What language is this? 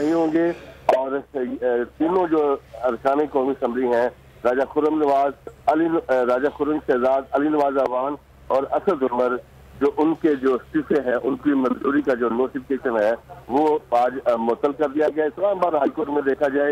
Urdu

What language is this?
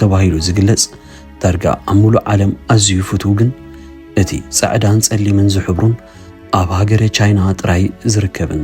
Tigrinya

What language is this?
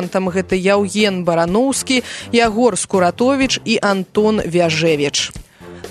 Belarusian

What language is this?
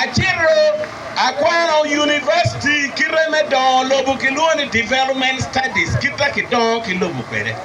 Acoli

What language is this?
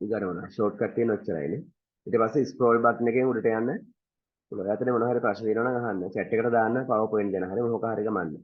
Sinhala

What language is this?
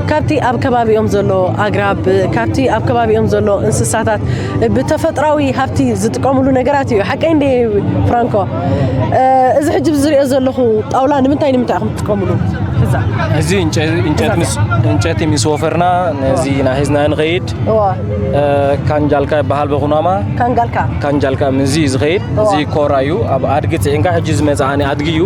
Tigrinya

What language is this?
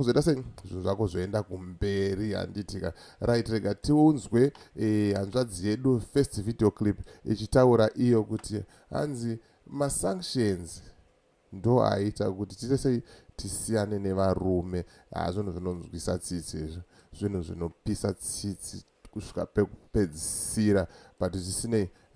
Shona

